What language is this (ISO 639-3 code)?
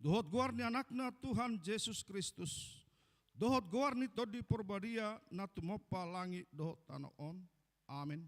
bbc